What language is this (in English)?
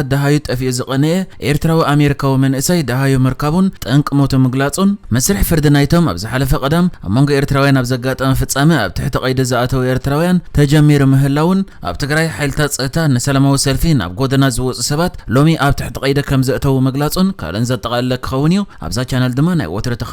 Tigrinya